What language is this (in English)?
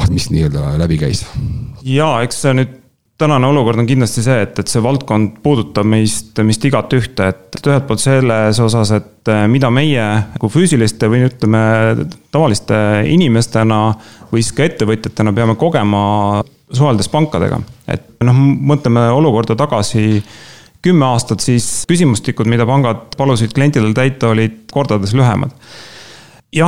Estonian